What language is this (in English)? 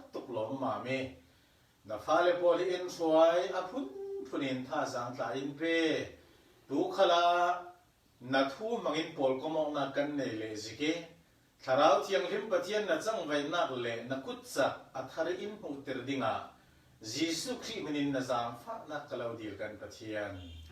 Falam Chin